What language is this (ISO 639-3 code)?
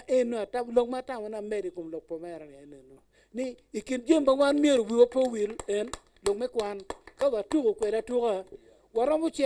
ach